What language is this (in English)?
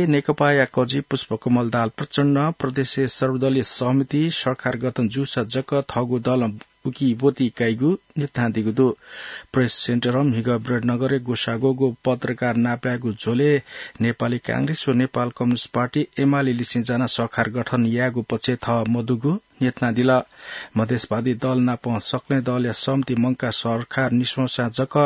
Newari